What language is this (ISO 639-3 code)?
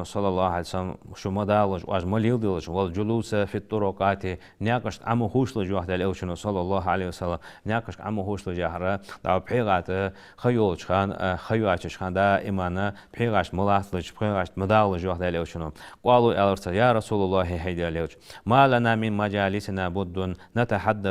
inh